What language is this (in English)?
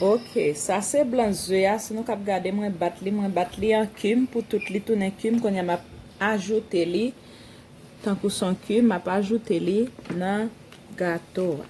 Haitian Creole